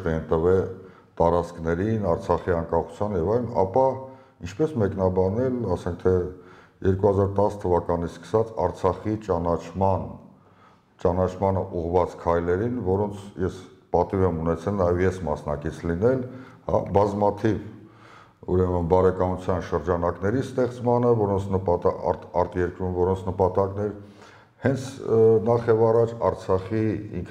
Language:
Armenian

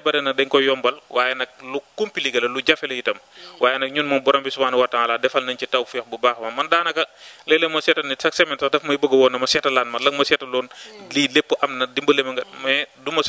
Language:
Wolof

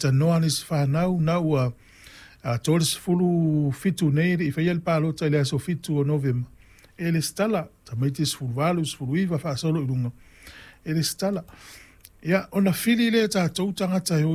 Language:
Samoan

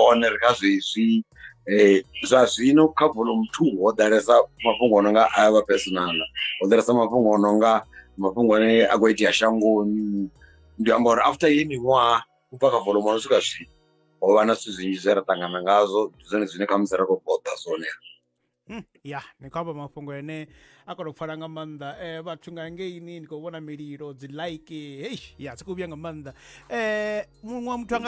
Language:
Venda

